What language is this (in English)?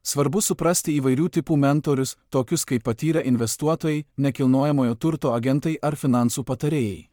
Lithuanian